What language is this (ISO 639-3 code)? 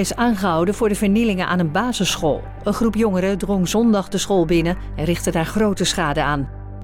nld